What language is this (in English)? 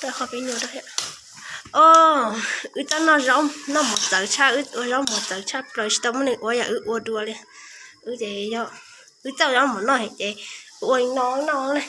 Hmong